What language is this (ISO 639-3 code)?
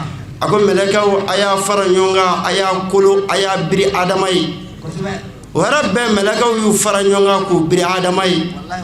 bam